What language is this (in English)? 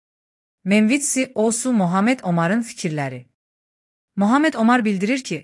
Azerbaijani